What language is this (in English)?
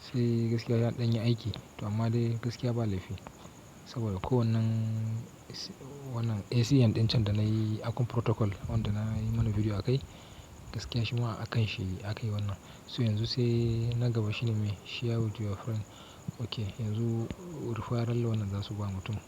Hausa